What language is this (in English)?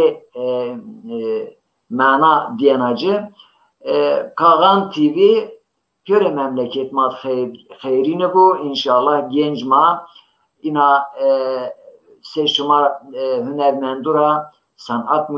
Zaza